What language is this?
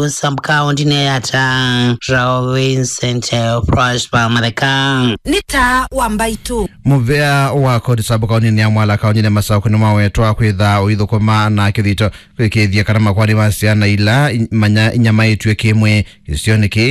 Kamba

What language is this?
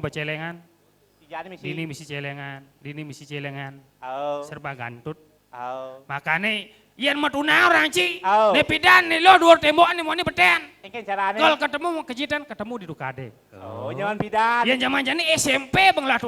Balinese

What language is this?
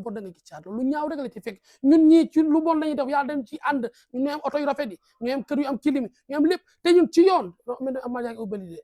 Wolof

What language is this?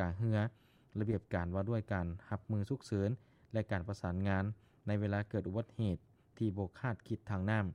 Lao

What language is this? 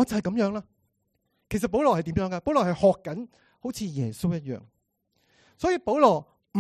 Cantonese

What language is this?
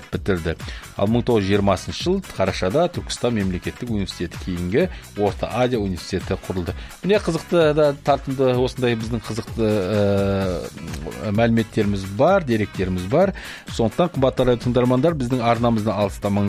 Kazakh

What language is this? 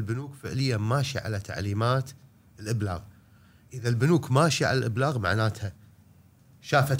Gulf Arabic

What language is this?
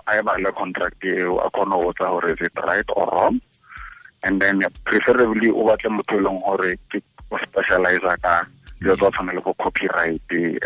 Tswana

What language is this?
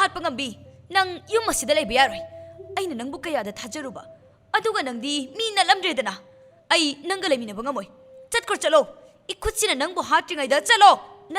Manipuri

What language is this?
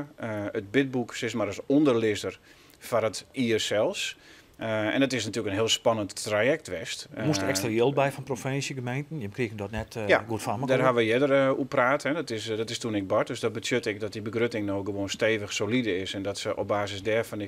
Western Frisian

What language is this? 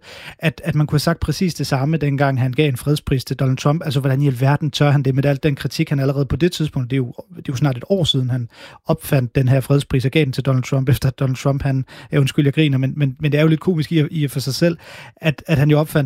Danish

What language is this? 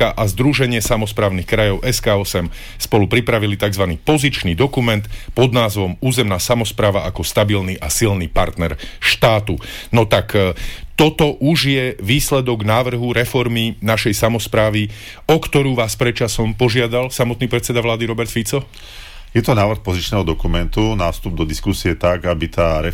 Slovak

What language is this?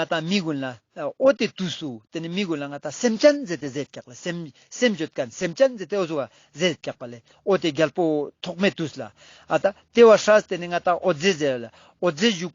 Ladakhi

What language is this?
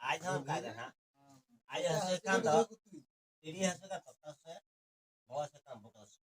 Santali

